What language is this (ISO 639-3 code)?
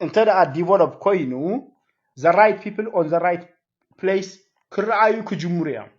tir